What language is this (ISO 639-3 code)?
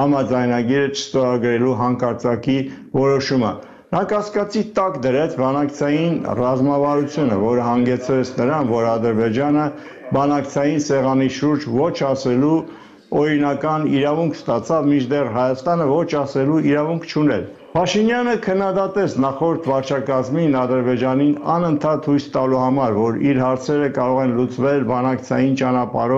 hye